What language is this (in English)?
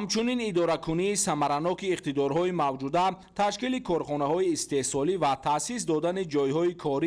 Tajik